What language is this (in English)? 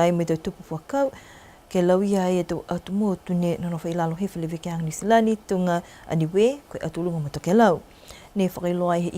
Niuean